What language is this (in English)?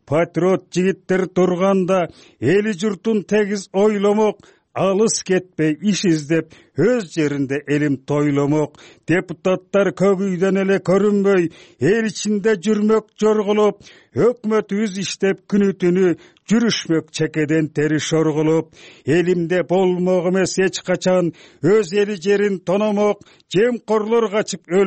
Kyrgyz